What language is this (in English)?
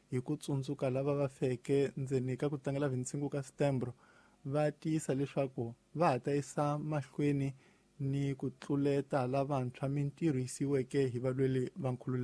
Tsonga